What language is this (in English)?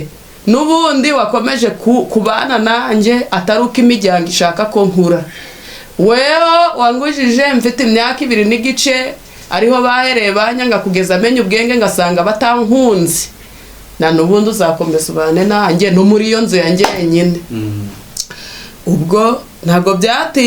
Kinyarwanda